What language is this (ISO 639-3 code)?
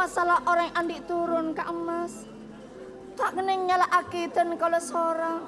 mad